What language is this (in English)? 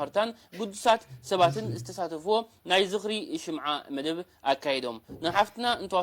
Tigrinya